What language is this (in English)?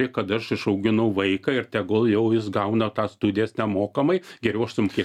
Lithuanian